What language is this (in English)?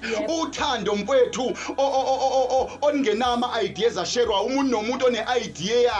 Zulu